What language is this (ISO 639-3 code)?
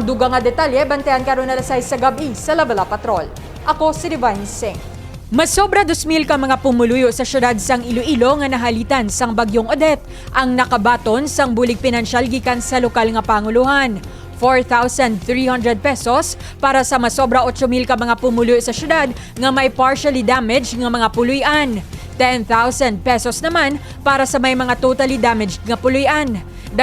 hil